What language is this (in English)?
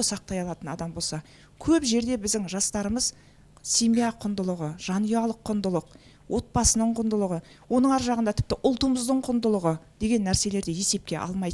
Kazakh